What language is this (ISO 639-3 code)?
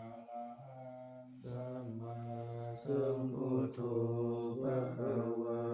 pli